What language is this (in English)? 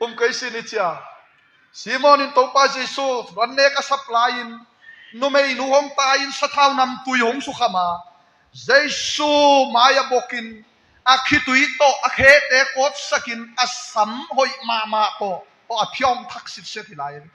Tedim Chin